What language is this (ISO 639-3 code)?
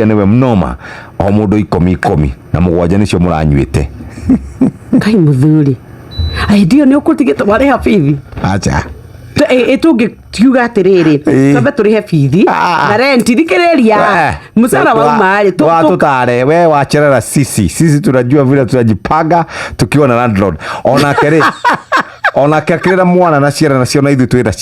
kik